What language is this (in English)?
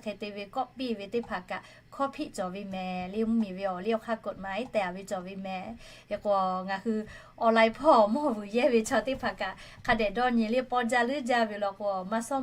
Lahu